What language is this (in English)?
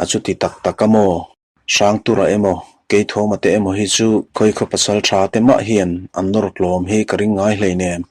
Mizo